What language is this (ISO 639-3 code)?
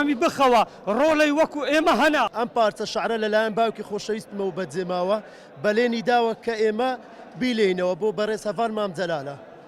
ckb